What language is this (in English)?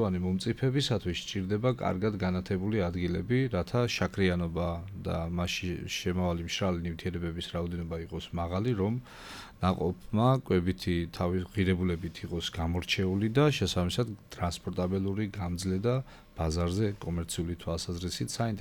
Georgian